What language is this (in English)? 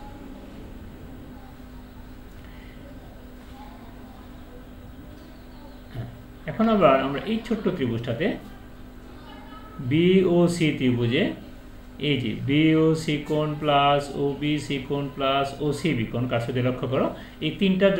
Bangla